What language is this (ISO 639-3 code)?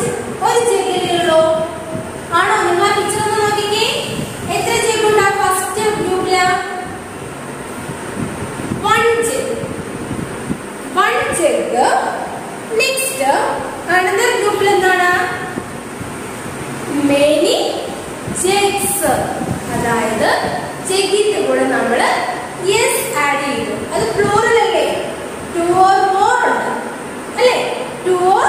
mal